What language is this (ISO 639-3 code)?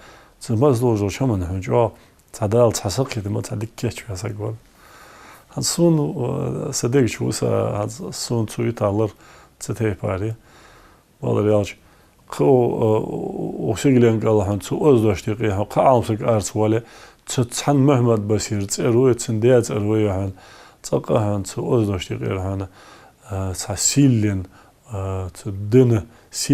inh